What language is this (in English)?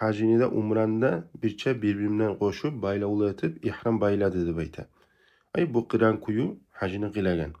Kumyk